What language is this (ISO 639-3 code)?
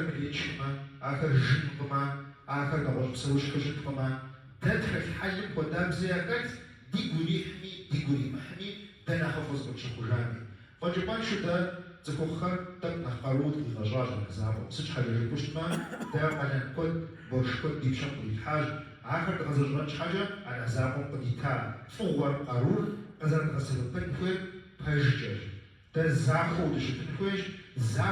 kbd